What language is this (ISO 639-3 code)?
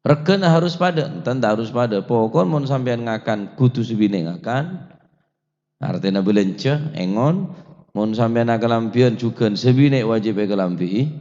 mad